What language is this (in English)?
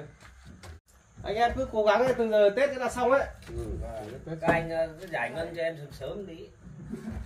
Vietnamese